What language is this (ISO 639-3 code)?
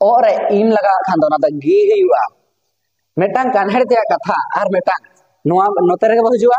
sat